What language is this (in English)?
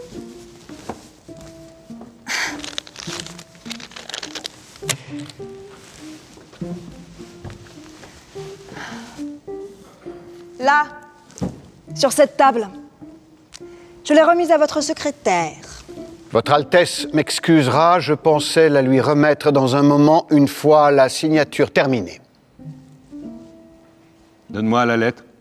French